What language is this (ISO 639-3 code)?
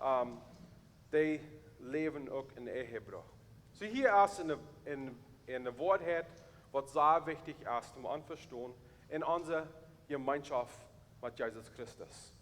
pdt